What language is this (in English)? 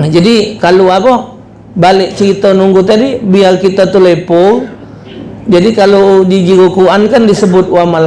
Musi